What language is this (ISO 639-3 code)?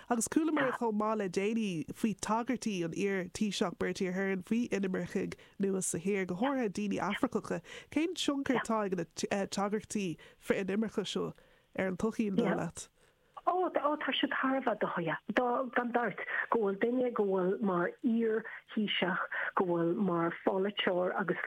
gle